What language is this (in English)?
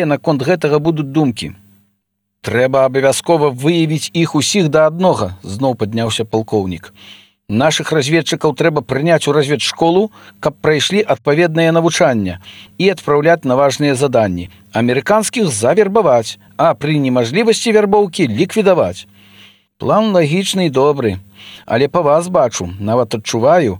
Belarusian